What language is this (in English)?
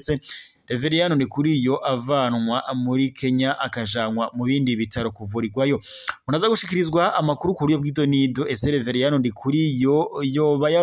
Rundi